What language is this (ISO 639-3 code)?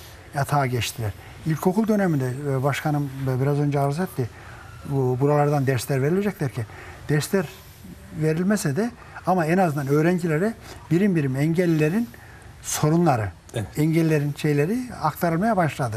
tur